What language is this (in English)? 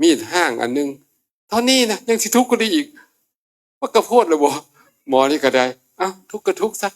Northeastern Thai